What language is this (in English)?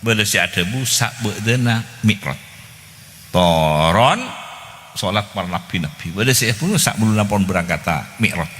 Madurese